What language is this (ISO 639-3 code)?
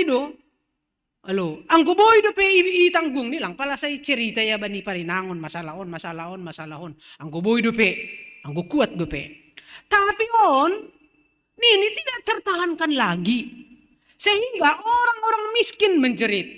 bts